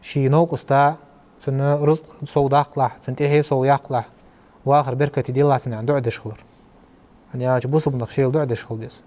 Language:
Ingush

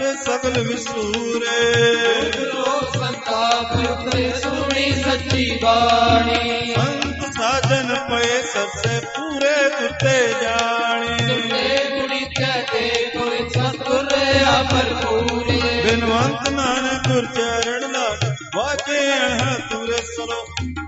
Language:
Punjabi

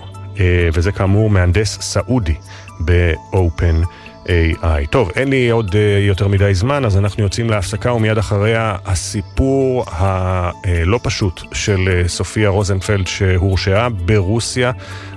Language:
Hebrew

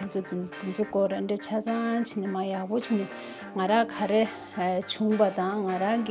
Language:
Tibetan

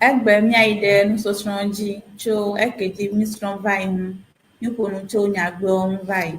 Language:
Ewe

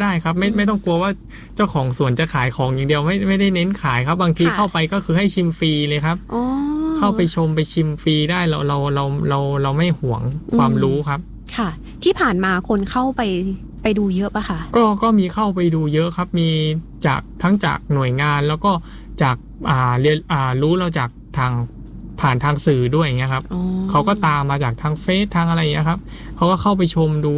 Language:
Thai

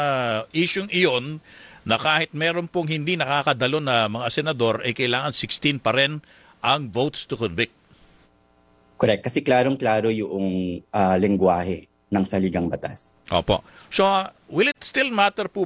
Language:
Filipino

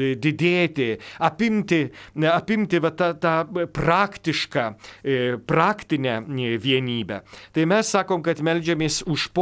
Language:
Lithuanian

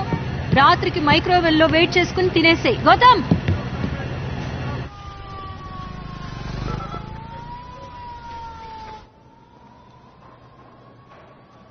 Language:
Telugu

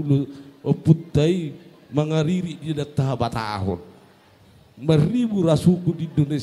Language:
Batak Toba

